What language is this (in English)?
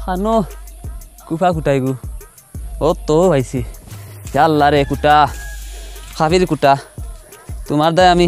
Sylheti